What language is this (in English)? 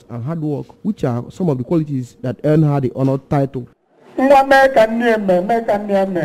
Igbo